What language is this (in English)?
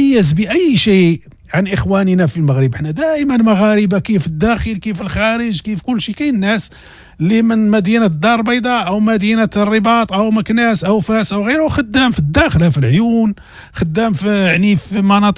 Moroccan Arabic